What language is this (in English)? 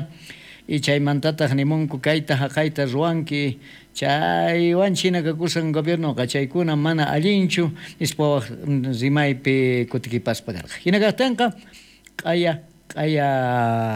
South Bolivian Quechua